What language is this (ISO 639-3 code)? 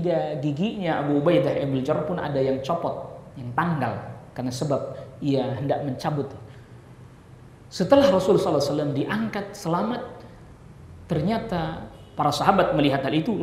ind